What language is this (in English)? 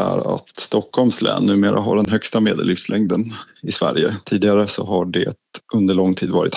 Swedish